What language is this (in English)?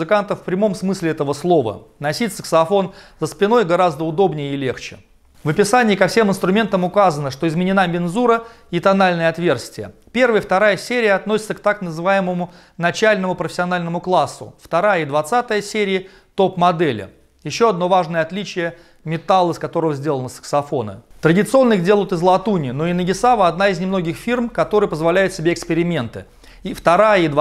Russian